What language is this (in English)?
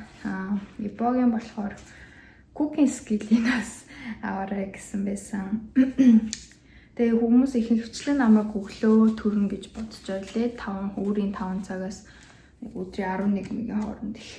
Mongolian